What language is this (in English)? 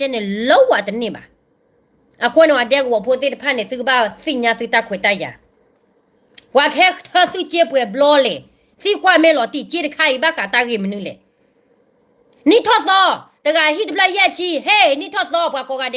S'gaw Karen